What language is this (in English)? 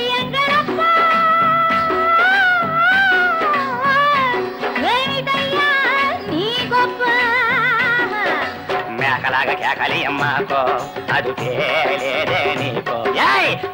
Telugu